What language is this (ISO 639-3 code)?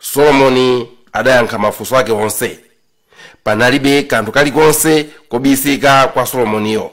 nya